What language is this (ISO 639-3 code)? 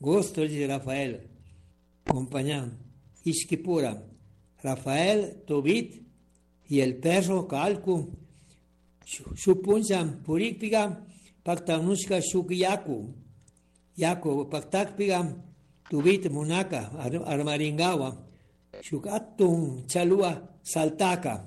qug